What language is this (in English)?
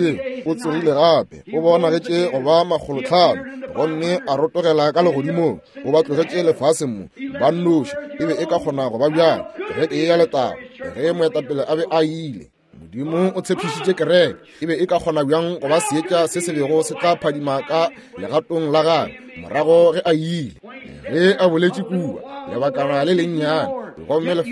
Northern Sotho